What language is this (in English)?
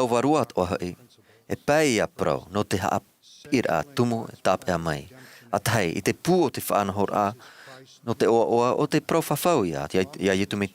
Tahitian